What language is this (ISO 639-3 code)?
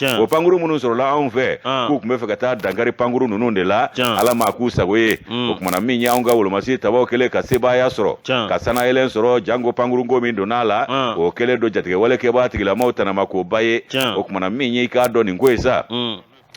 bam